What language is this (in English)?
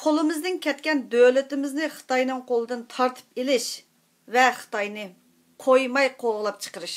Uyghur